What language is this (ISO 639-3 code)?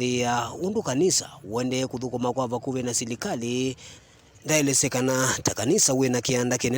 kam